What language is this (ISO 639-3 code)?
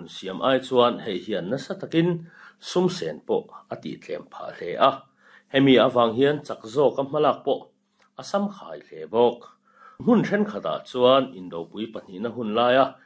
lus